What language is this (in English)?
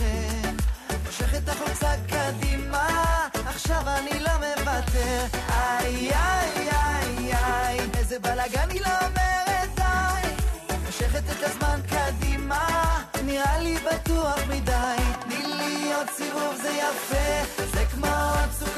Hebrew